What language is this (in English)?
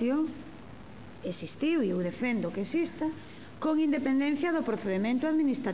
Galician